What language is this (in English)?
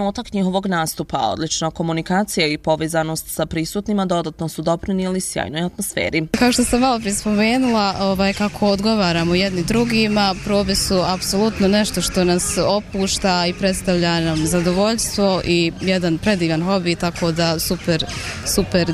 Bosnian